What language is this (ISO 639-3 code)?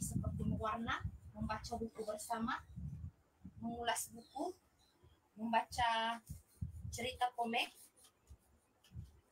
msa